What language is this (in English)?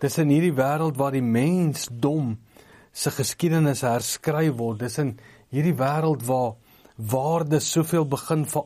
Afrikaans